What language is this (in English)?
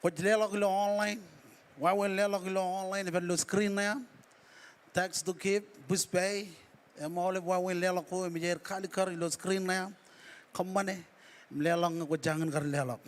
Marshallese